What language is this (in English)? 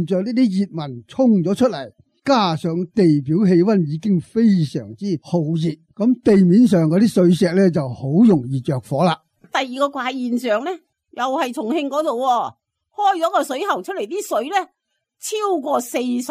Cantonese